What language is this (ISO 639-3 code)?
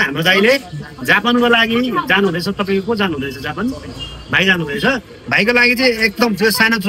nep